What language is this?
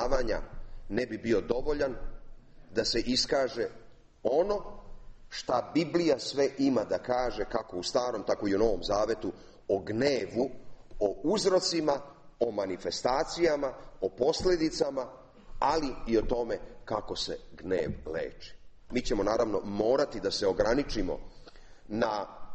Serbian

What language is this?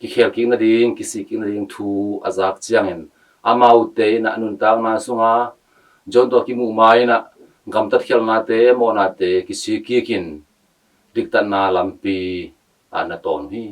Tedim Chin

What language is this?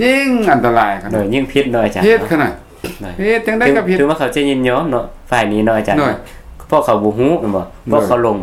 Lao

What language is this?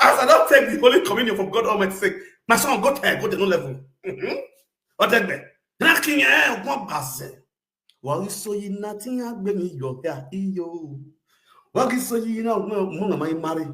Nigerian Pidgin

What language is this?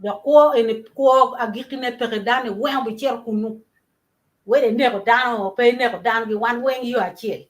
Acoli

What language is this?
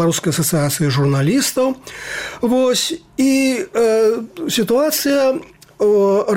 Belarusian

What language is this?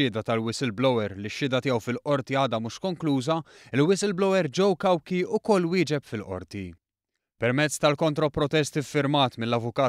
Maltese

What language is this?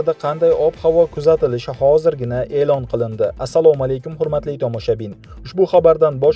Uzbek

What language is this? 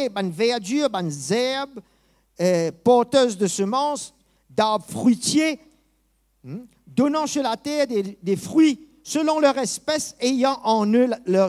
Morisyen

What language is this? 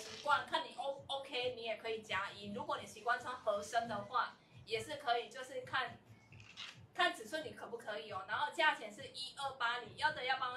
Chinese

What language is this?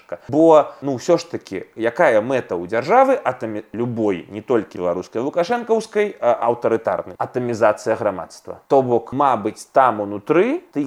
Belarusian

